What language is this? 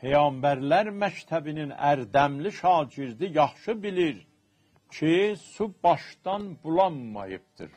South Azerbaijani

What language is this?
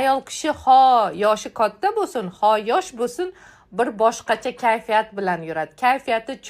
Uzbek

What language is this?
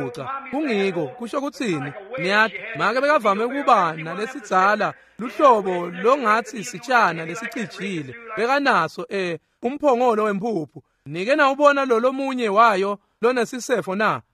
Swati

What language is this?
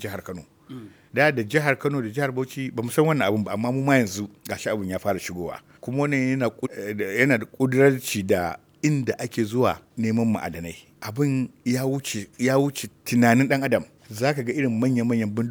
Hausa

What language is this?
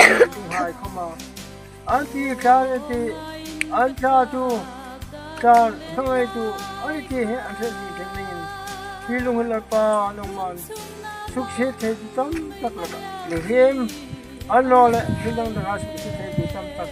Hmar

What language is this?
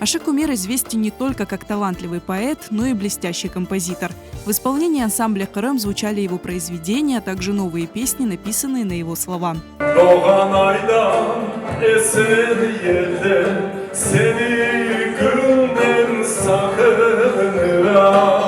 Crimean Tatar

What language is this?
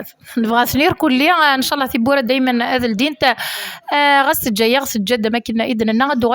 Kabyle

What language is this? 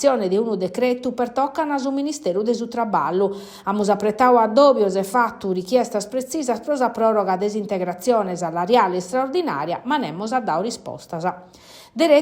Sardinian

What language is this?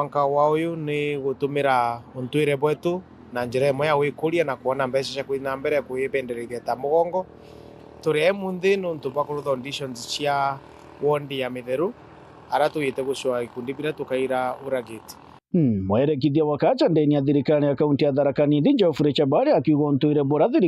Meru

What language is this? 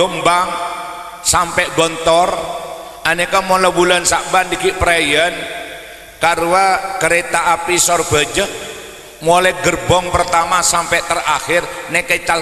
Madurese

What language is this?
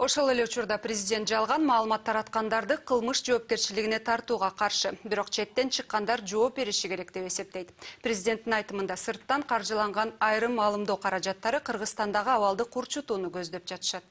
Kyrgyz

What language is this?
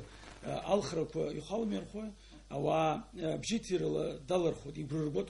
Abkhazian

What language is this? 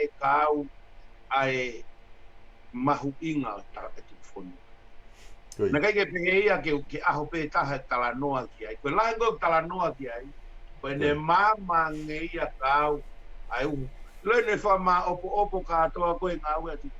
Tongan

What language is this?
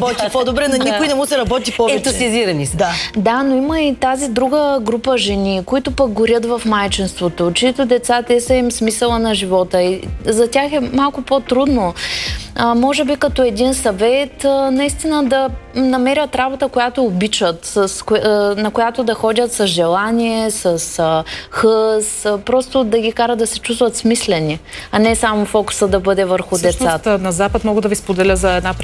Bulgarian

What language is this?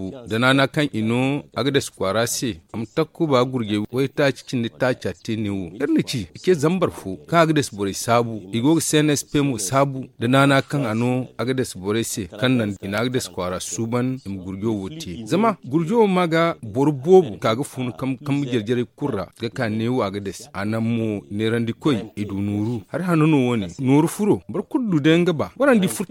Zarma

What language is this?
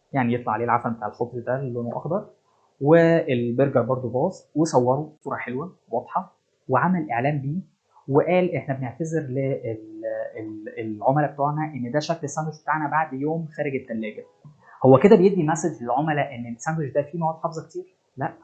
Egyptian Arabic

